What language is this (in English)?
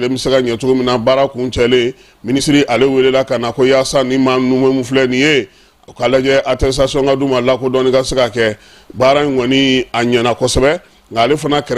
Bambara